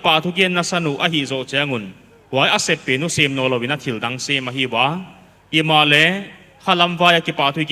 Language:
Paite Chin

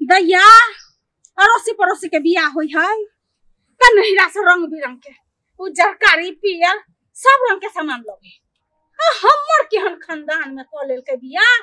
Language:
Maithili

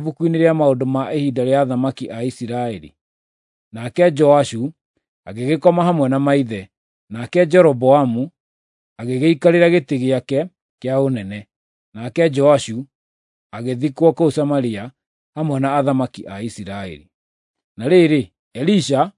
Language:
Kikuyu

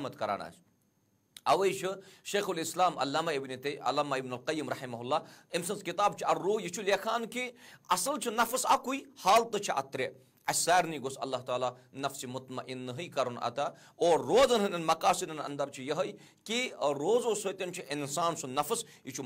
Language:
Kashmiri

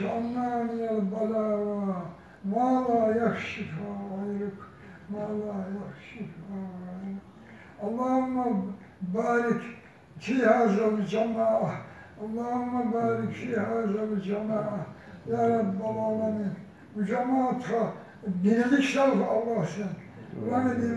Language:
Kumyk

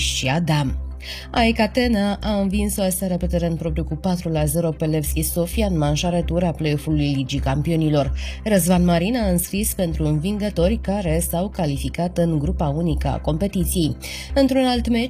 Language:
Romanian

